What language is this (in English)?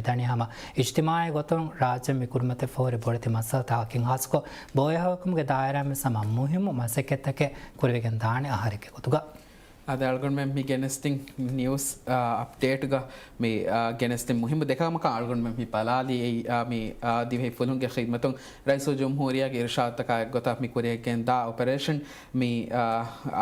Divehi